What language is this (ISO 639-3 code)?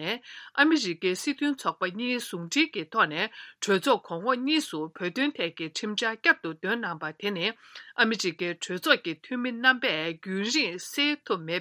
bod